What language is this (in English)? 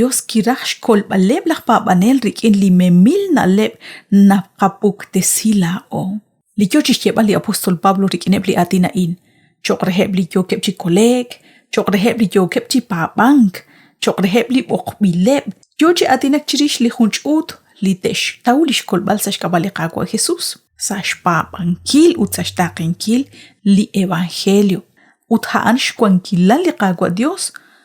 Kekchí